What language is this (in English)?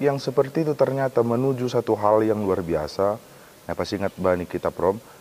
Batak Simalungun